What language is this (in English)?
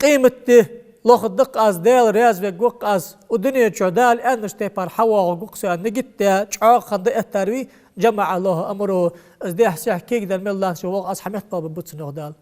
Ingush